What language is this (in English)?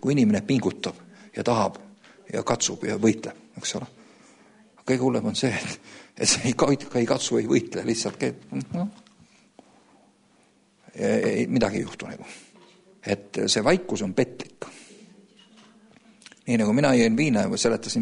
Estonian